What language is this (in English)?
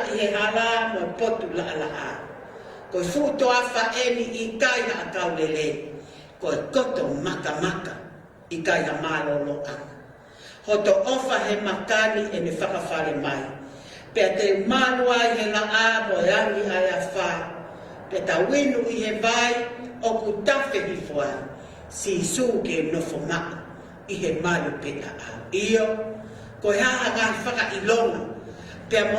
Tongan